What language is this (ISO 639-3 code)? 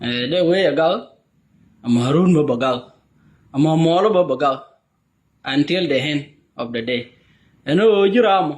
nus